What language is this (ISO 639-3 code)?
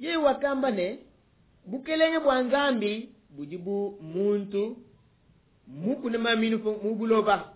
lua